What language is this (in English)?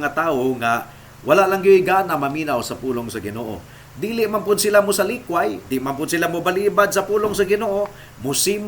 Cebuano